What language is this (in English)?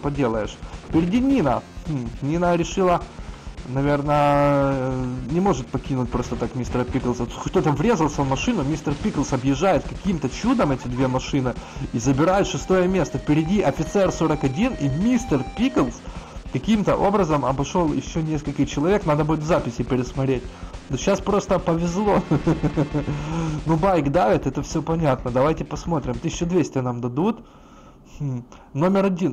Russian